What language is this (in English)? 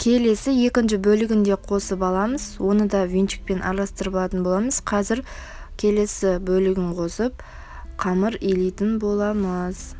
Kazakh